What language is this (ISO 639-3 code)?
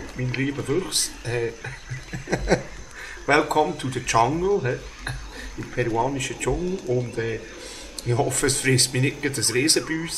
gsw